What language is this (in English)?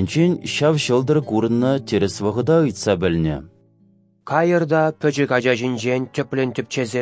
Chuvash